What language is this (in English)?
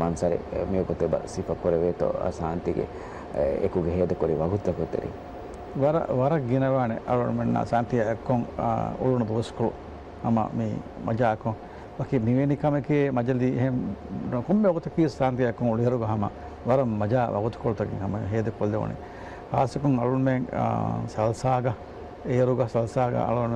Divehi